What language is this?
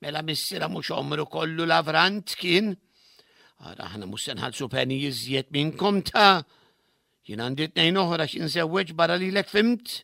Maltese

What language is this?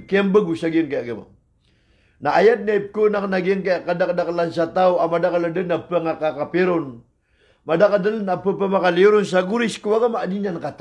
Maranao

